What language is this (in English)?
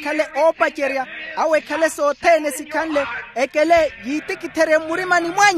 Makhuwa